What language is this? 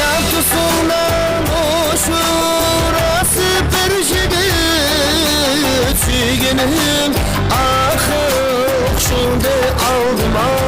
Kara-Kalpak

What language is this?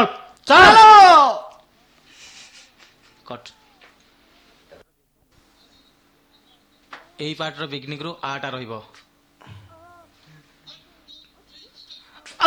Odia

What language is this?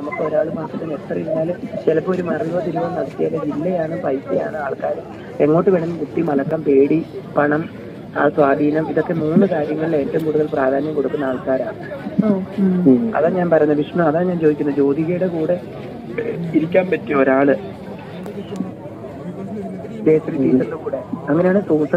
Malayalam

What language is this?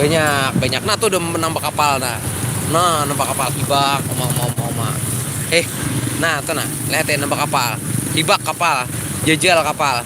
Banjar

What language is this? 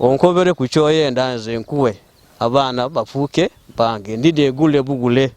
Ganda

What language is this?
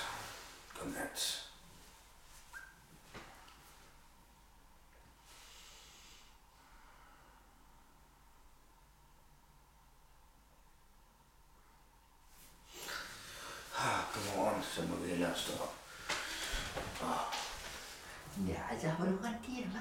Danish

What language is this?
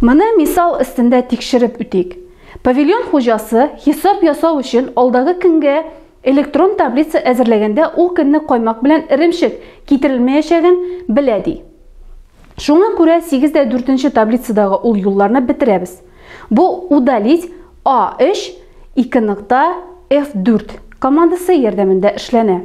Tatar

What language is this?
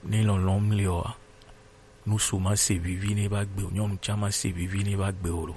Gen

